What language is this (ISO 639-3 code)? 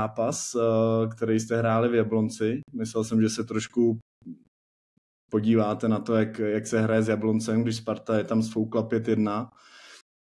ces